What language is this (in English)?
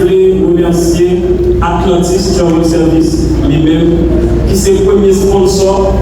Haitian Creole